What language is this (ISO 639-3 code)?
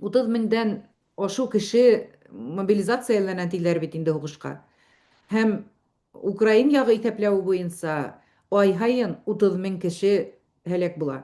bak